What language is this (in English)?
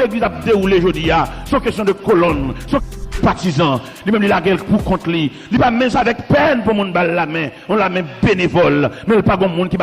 Haitian Creole